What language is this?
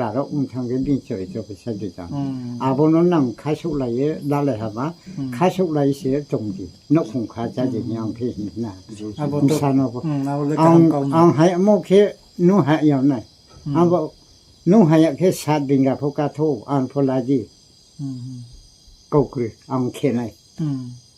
Riang (India)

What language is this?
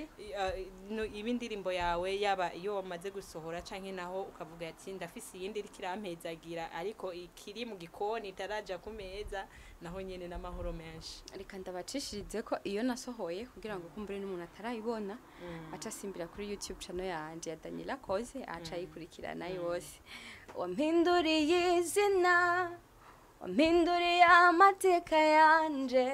Rundi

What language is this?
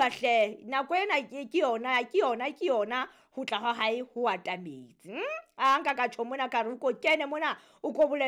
Southern Sotho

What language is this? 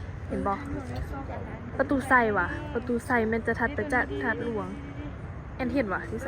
Lao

